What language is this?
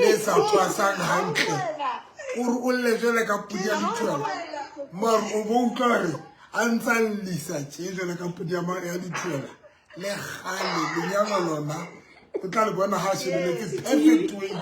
Southern Sotho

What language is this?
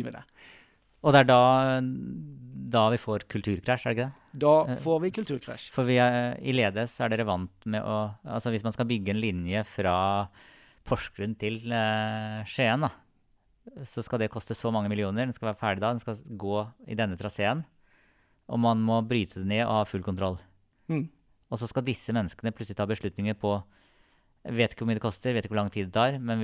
Norwegian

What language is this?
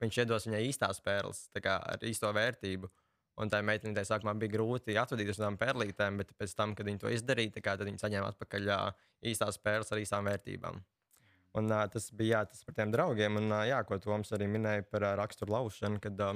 Latvian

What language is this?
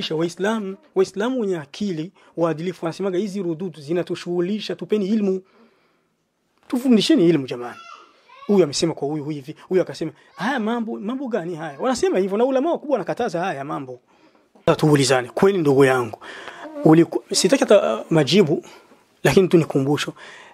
Swahili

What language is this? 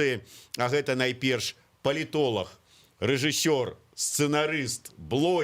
Belarusian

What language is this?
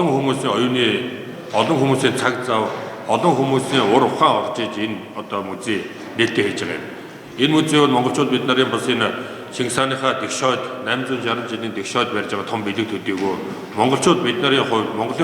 Mongolian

